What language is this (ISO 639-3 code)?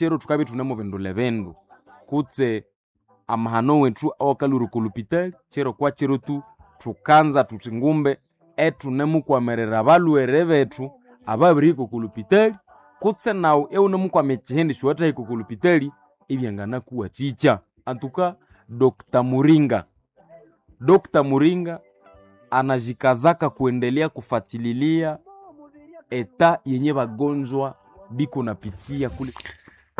nnb